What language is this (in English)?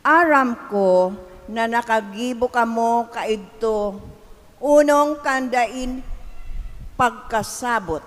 Bikol